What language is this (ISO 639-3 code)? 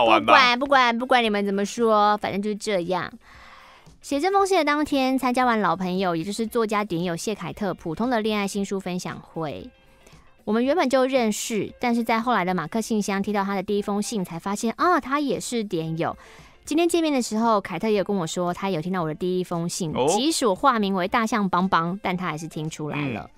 zho